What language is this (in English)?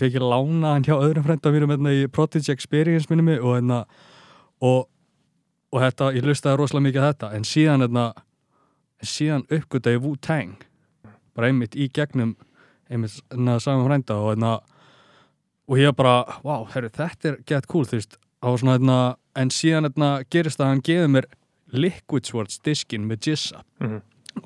Icelandic